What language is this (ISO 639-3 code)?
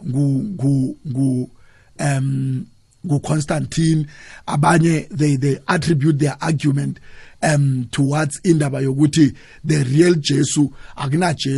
nbl